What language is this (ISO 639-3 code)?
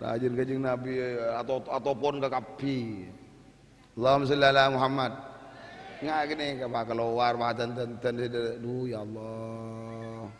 mad